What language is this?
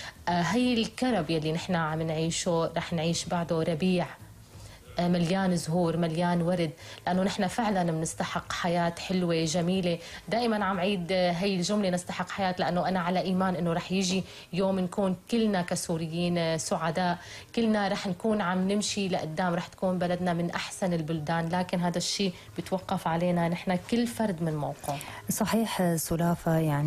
North Levantine Arabic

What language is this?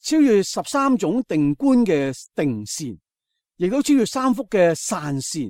Cantonese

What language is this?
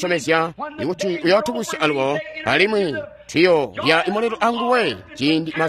Tonga (Zambia)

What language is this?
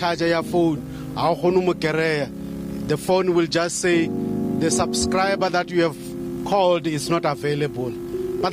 Southern Sotho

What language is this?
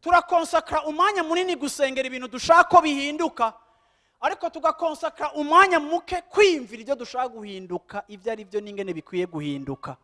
Rundi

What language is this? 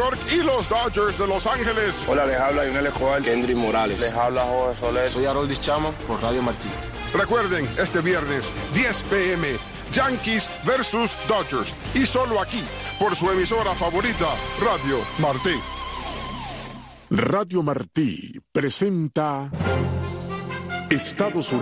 Spanish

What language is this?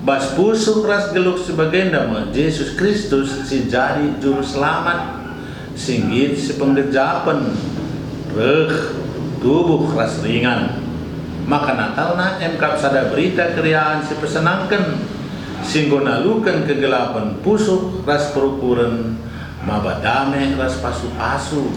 Batak Karo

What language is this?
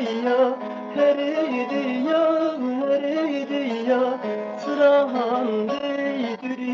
Zaza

